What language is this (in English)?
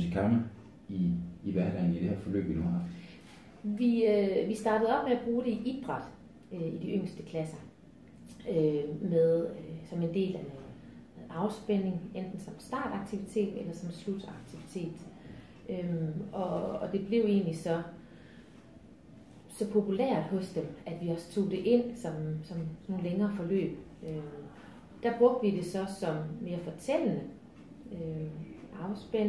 Danish